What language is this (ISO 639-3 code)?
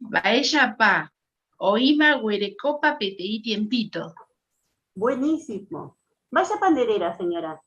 grn